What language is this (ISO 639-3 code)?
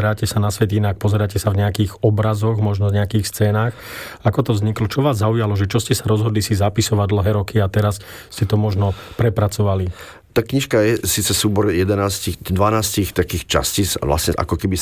slk